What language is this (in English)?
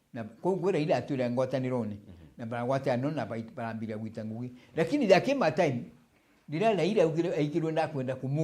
Meru